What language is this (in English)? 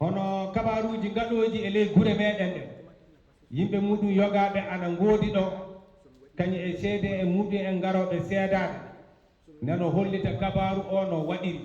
Fula